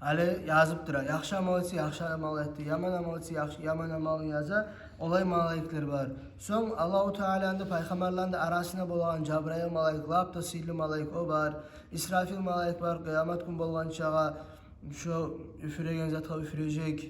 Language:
Kumyk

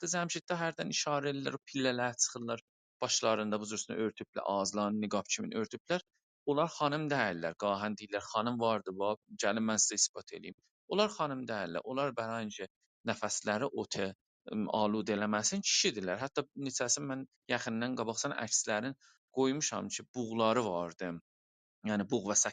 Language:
South Azerbaijani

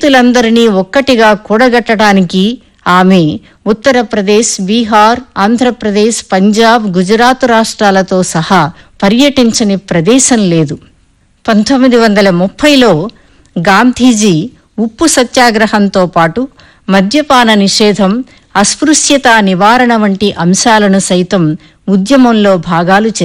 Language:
Telugu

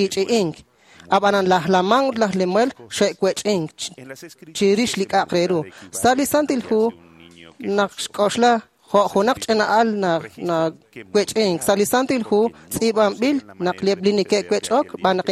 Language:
Kekchí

